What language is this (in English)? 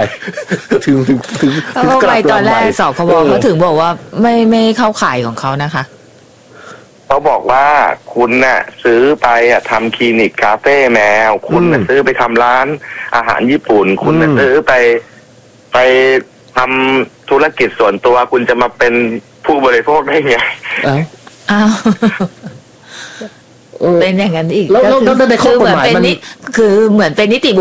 Thai